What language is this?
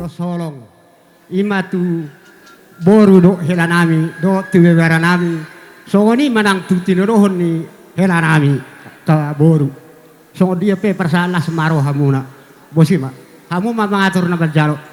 Batak Simalungun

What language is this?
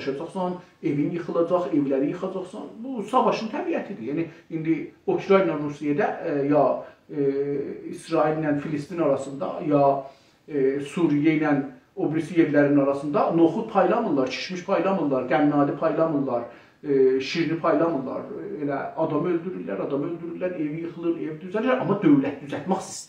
South Azerbaijani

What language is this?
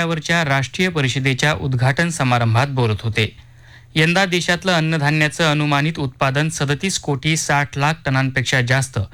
Marathi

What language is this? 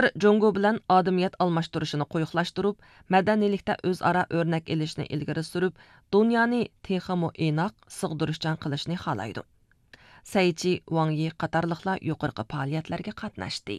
Uyghur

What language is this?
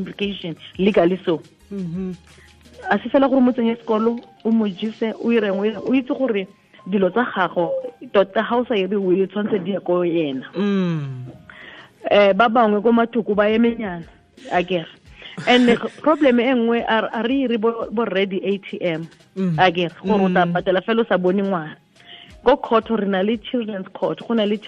Tswana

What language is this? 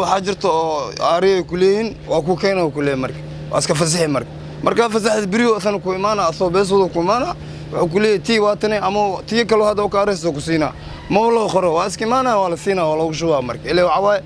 Somali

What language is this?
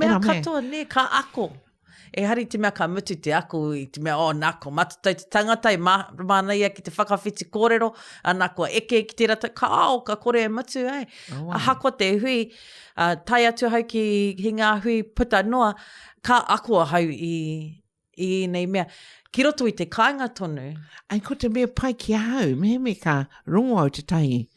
Māori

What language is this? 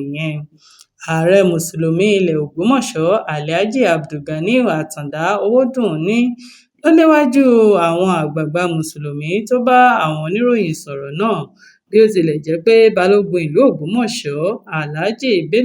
Yoruba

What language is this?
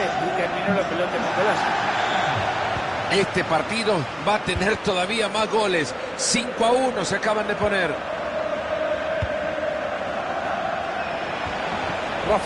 Spanish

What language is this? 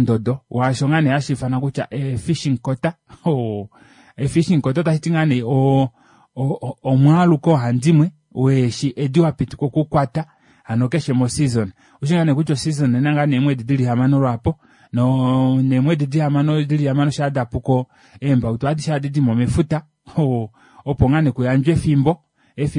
Kuanyama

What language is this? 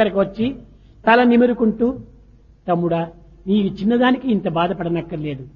Telugu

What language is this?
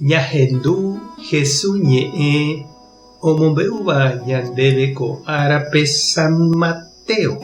Guarani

